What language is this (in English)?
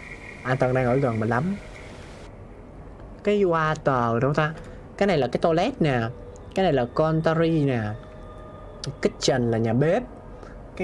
Vietnamese